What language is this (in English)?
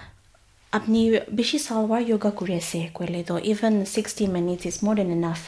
Naga Pidgin